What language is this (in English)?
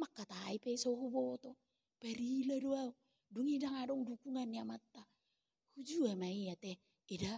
Batak Toba